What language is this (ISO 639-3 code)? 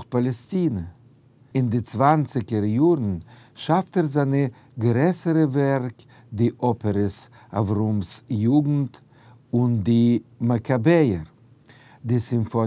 yid